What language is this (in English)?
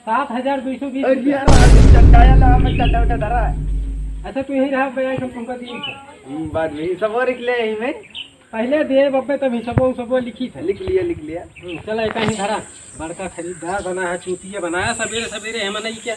Awadhi